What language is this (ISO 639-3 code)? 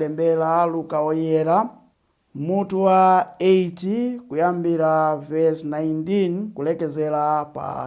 nya